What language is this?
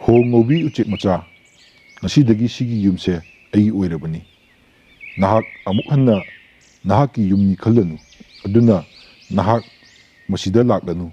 Manipuri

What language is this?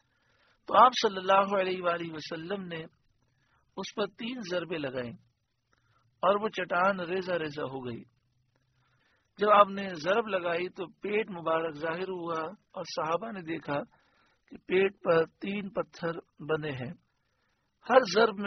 Urdu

